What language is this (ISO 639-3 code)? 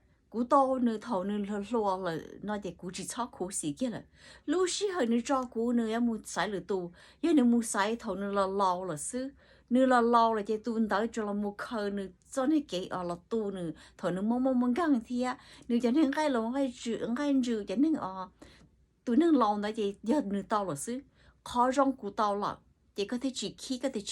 hmn